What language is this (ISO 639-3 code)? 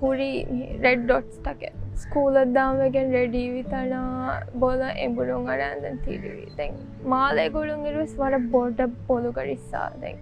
div